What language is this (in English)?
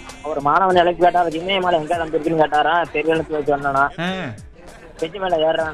Tamil